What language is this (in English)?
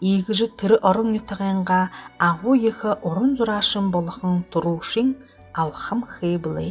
Buriat